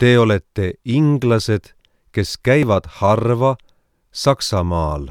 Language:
Estonian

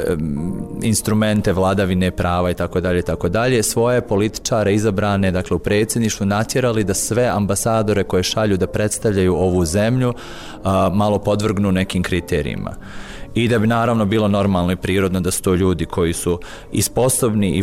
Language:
Bosnian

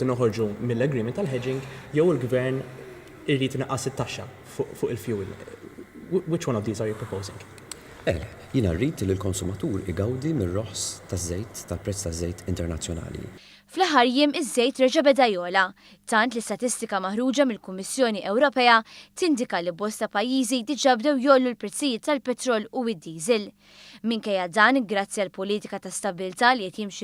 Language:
Maltese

